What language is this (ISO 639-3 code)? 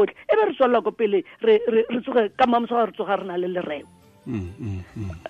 tsn